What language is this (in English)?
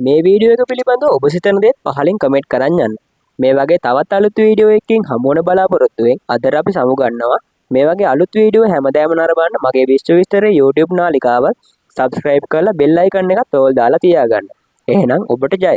Sinhala